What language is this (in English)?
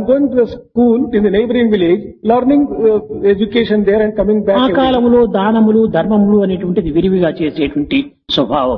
Telugu